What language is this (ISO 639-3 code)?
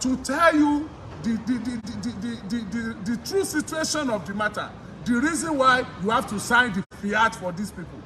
yor